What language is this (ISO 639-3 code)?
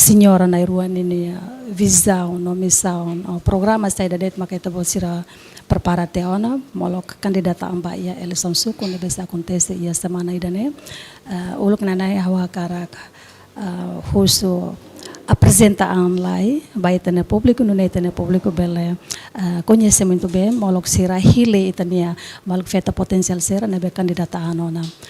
tet